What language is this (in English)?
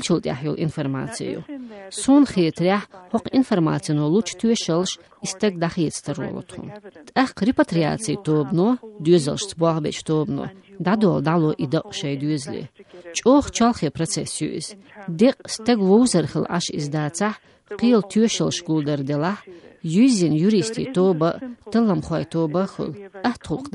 Chechen